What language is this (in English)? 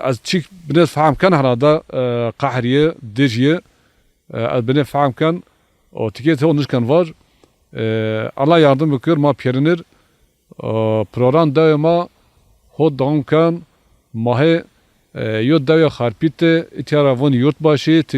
Zaza